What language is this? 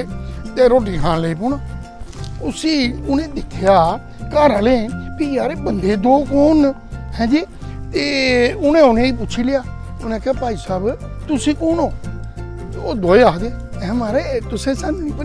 Dogri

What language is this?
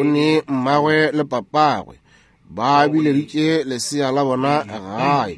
Northern Sotho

